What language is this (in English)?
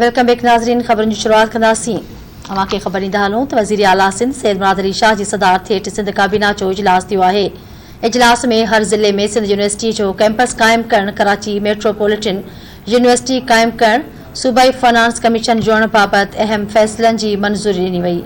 Sindhi